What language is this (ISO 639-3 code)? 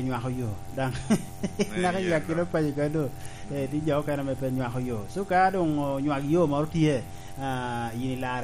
laj